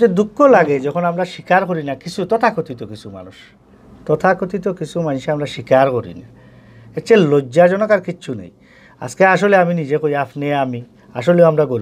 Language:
Sylheti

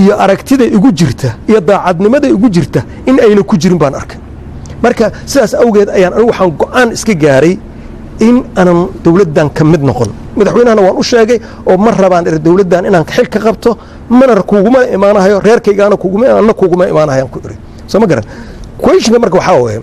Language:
Somali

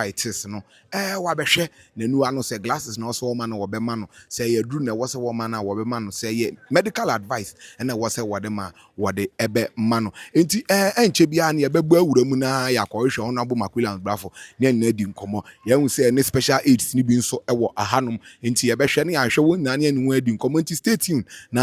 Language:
Akan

